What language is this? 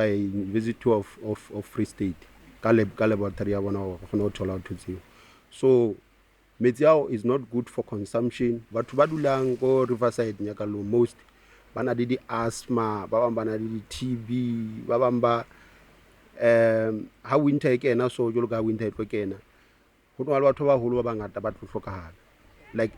Southern Sotho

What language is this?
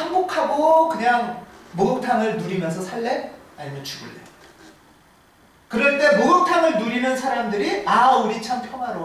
Korean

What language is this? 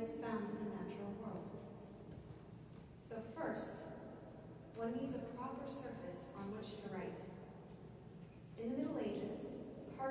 English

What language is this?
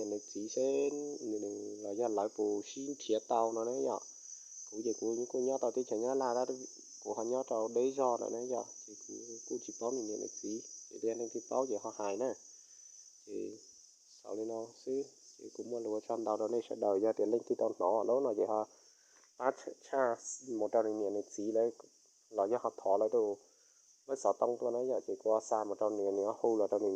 Hmong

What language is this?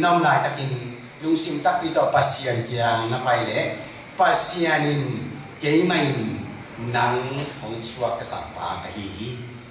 Tedim Chin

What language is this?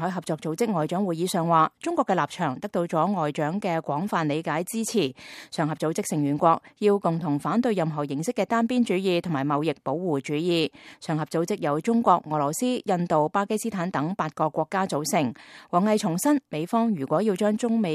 Cantonese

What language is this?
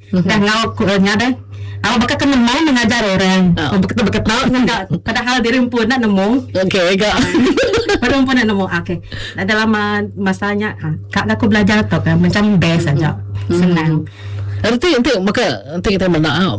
Malay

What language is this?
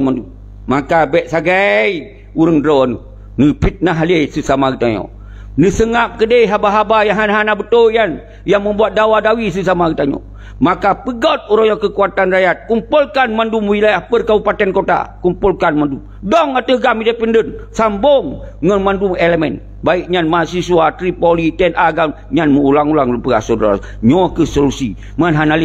Achinese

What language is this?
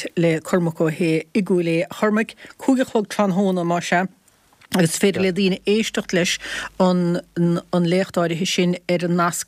Irish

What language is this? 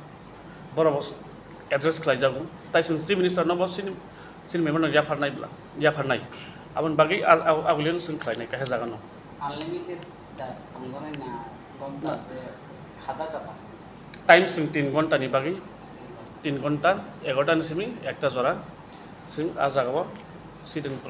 Kok Borok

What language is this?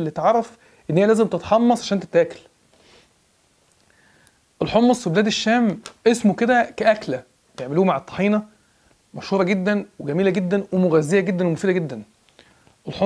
Egyptian Arabic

